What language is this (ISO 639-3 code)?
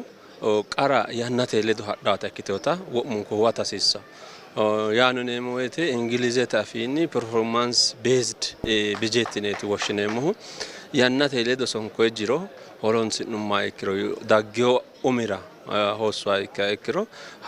sid